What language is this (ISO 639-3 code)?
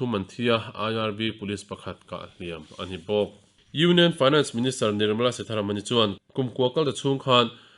lus